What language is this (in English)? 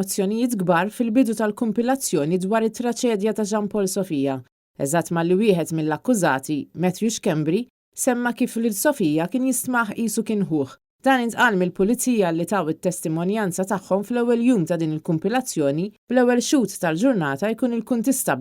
Maltese